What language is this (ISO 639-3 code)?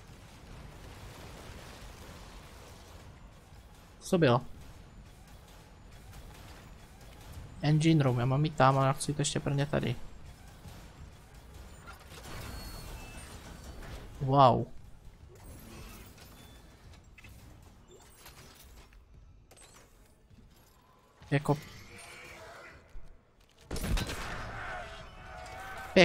ces